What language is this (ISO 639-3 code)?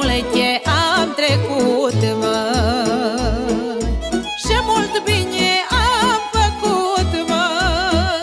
ron